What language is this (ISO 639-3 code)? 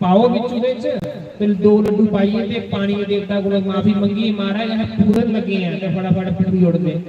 doi